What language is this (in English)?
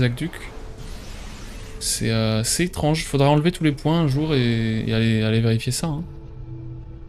French